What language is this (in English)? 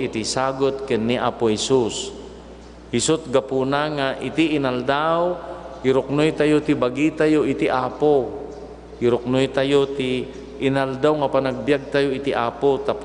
Iloko